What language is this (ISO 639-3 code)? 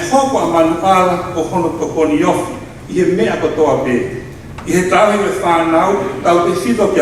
ton